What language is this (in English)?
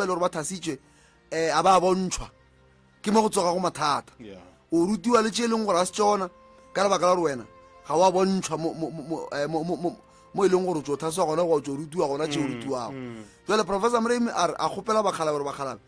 Northern Sotho